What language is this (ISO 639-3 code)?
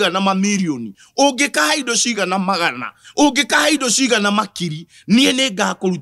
kik